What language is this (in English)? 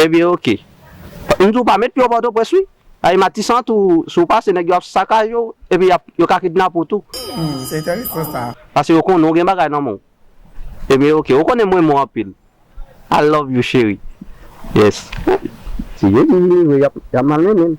Haitian Creole